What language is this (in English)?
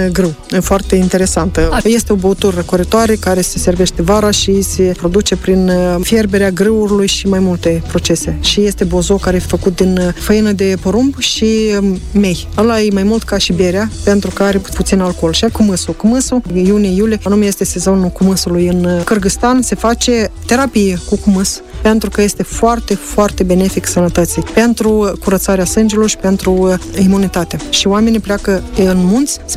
Romanian